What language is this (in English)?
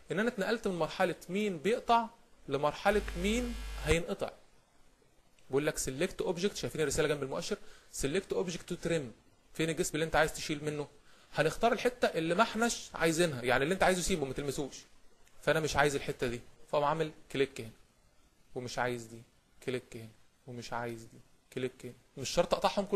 Egyptian Arabic